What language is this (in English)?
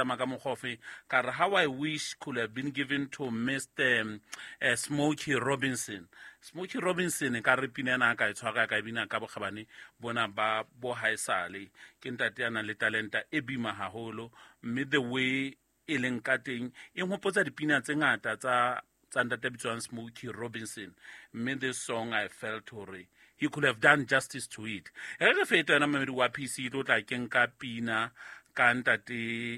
Southern Sotho